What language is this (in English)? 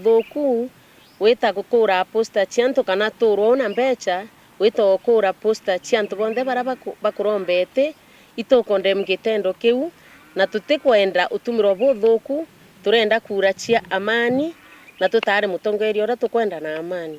Meru